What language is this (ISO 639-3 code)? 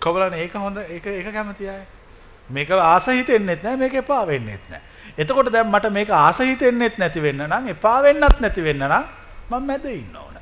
sin